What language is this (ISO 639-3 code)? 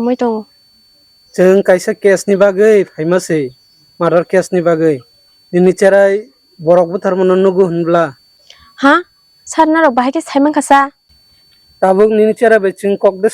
trp